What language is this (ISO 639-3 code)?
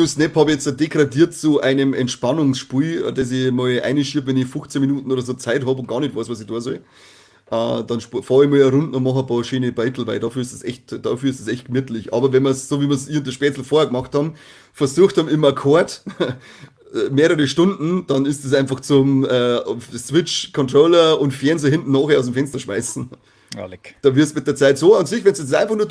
bar